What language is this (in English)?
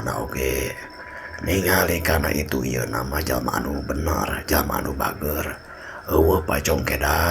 Sundanese